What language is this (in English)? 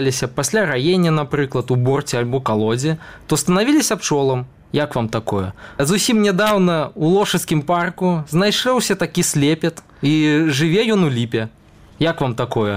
Belarusian